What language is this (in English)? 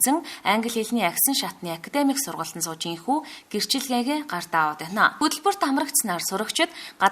Mongolian